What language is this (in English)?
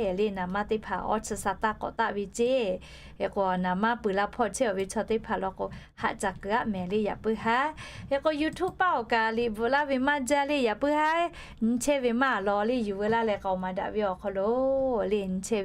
Lahu